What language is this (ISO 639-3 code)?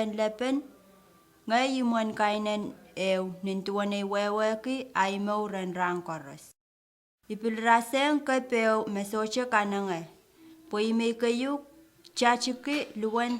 pon